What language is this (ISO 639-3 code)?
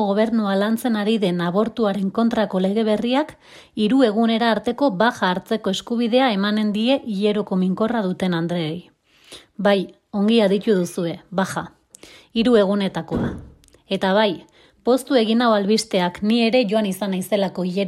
eus